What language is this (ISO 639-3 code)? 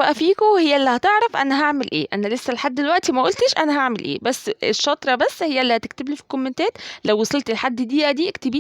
arz